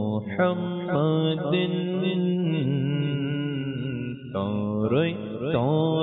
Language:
Bangla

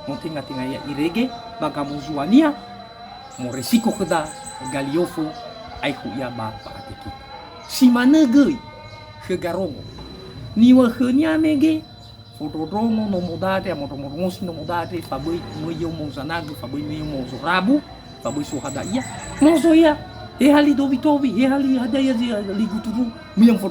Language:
Nias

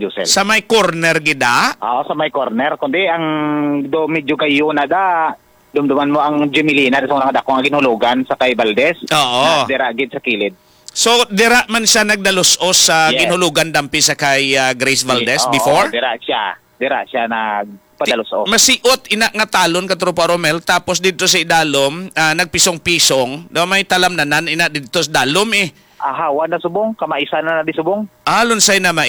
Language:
Hiligaynon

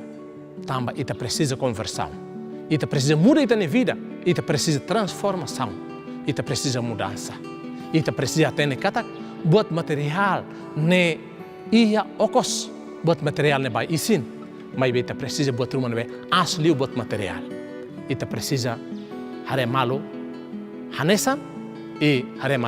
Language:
Tetum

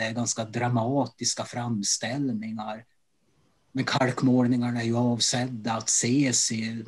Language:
Swedish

